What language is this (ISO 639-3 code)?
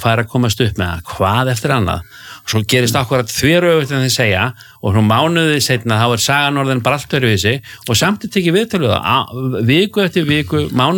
isl